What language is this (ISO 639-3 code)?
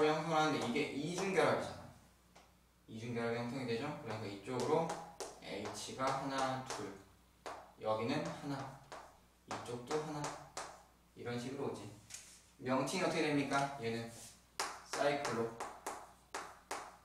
kor